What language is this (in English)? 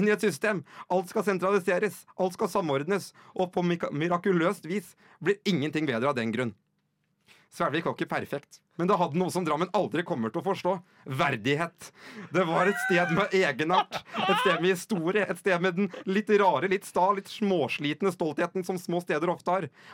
Norwegian